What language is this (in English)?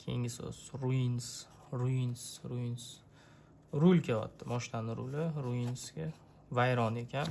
Uzbek